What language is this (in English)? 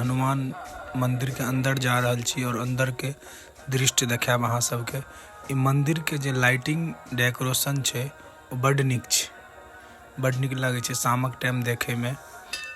Maithili